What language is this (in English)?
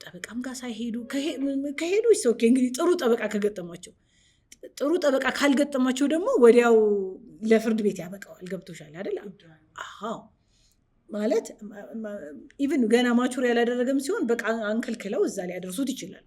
Amharic